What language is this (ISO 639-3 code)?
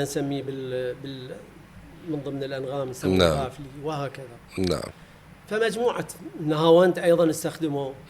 acm